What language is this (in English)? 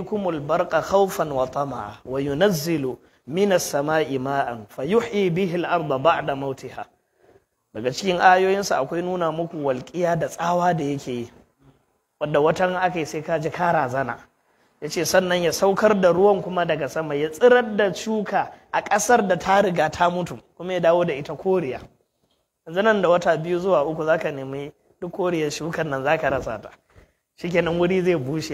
Hausa